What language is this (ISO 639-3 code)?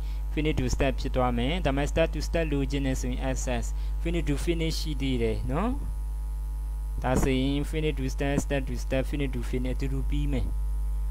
mya